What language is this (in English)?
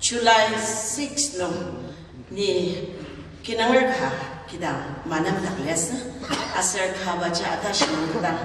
Ao Naga